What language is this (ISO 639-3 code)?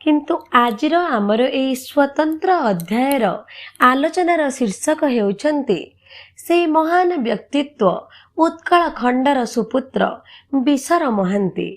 ori